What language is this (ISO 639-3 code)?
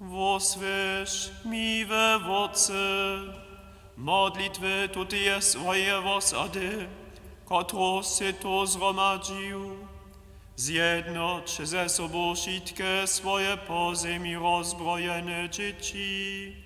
hsb